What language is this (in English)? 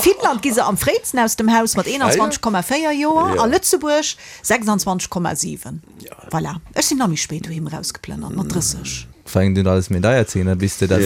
Luxembourgish